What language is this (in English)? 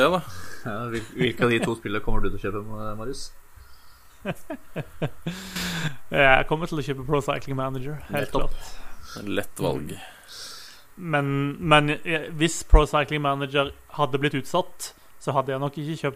Norwegian